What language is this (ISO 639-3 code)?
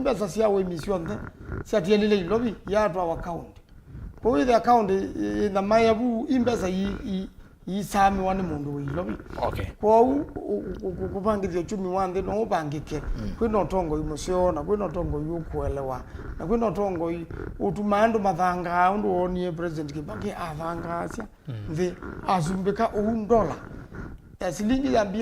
kam